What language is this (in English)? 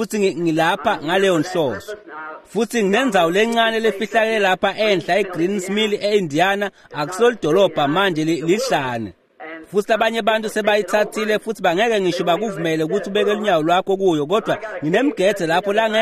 Swati